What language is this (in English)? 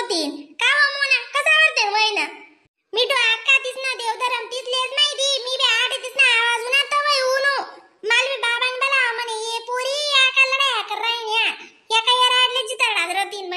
Khandesi